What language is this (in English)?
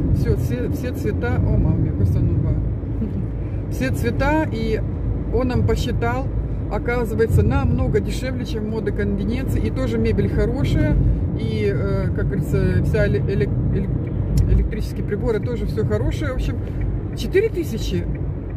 Russian